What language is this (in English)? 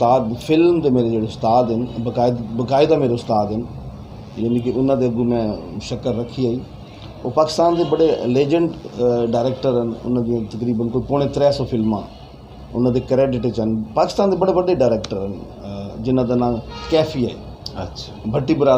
Saraiki